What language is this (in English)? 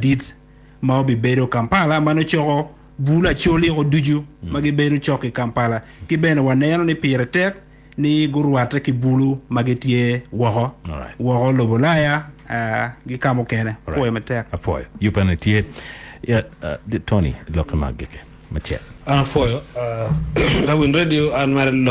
Acoli